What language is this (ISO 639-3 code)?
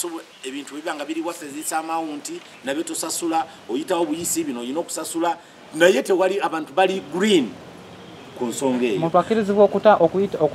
lug